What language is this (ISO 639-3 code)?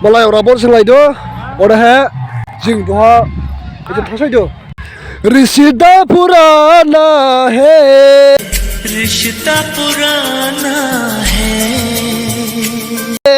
dis